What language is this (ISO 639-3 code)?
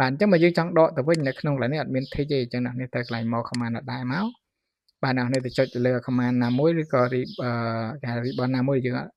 khm